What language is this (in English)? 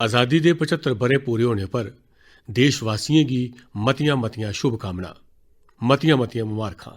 Dogri